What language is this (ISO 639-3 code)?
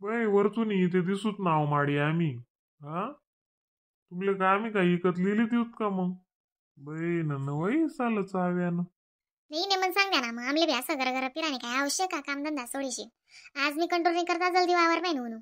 khn